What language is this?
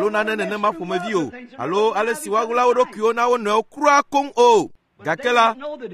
Ewe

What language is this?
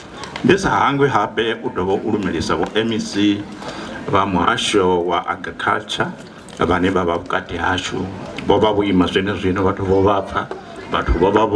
Venda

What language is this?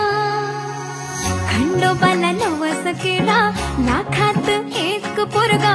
Marathi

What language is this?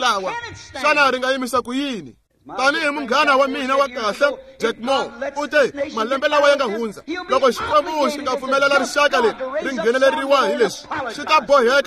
Tsonga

